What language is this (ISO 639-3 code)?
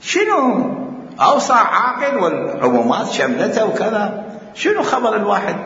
acm